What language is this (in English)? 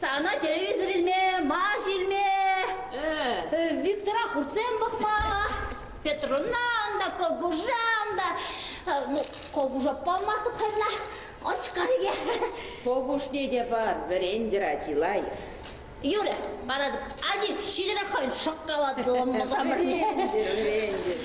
Chuvash